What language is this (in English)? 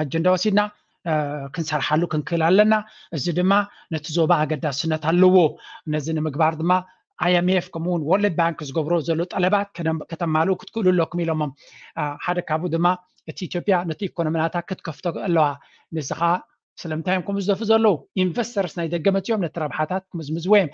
Tigrinya